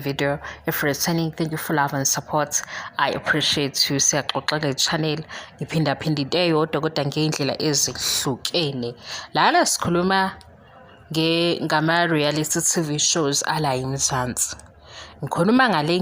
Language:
Zulu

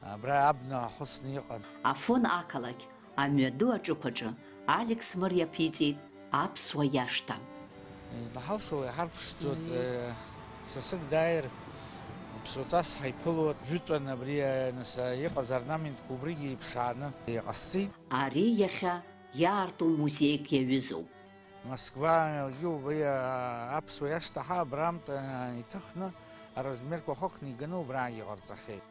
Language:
Abkhazian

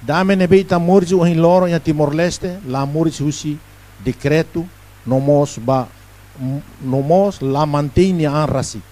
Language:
Tetum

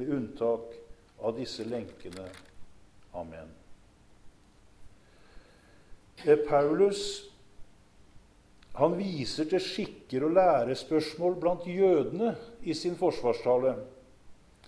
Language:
Norwegian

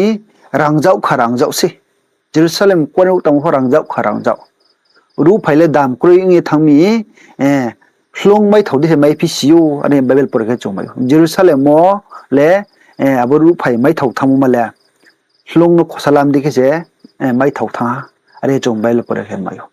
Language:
Riang (India)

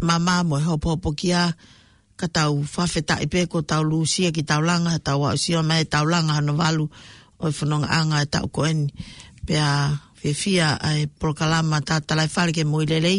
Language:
Tongan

